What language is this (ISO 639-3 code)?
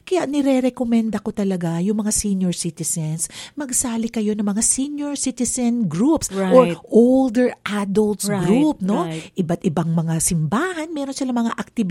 fil